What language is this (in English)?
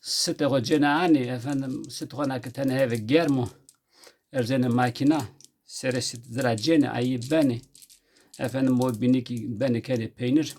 Zaza